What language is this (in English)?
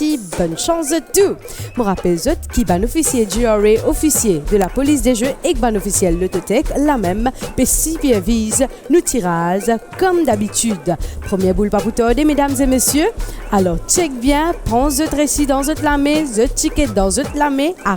Morisyen